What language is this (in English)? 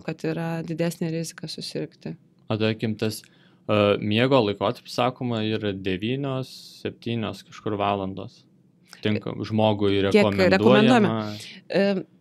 Lithuanian